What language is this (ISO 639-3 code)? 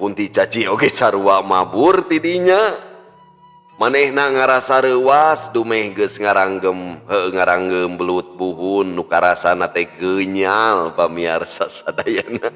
sun